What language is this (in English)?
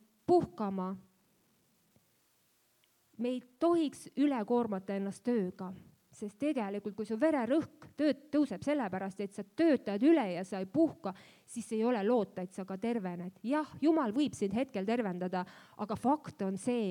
Estonian